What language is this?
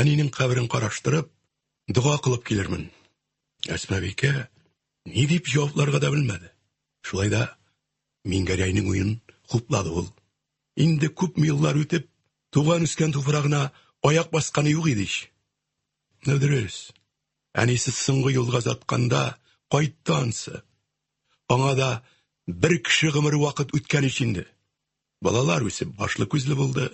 Tatar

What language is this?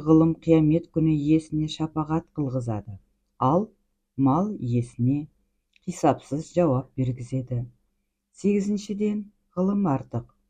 Kazakh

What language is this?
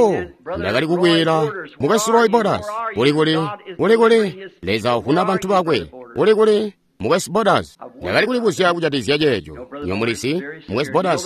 Tonga (Zambia)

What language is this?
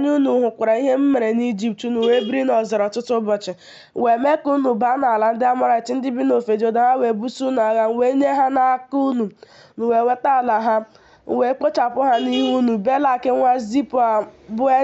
Igbo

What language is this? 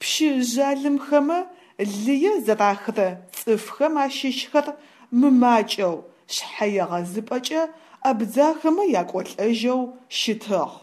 Adyghe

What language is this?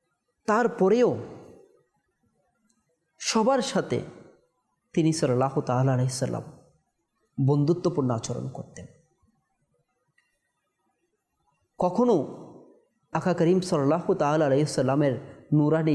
Bangla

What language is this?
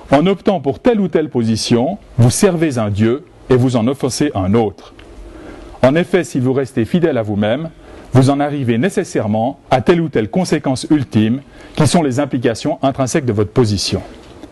French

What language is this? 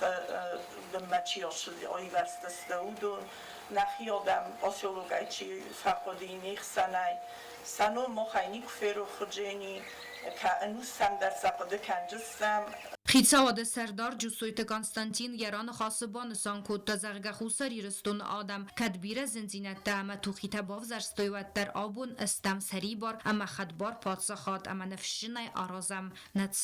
Ossetic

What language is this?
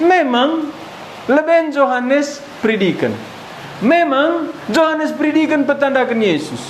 Batak Karo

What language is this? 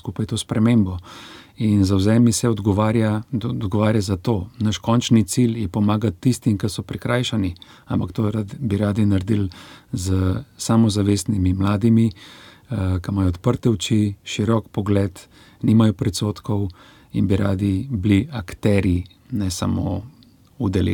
Slovenian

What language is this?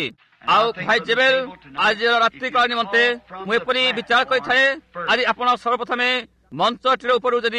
Odia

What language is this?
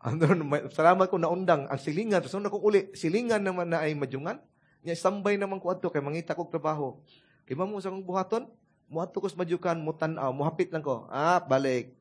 Cebuano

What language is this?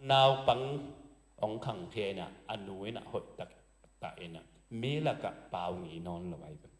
Tedim Chin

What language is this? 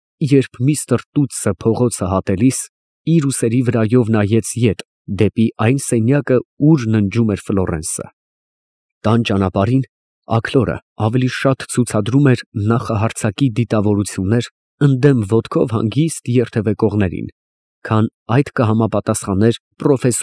Armenian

